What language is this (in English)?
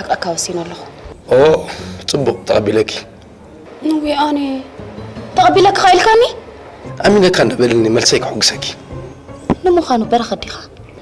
Tigrinya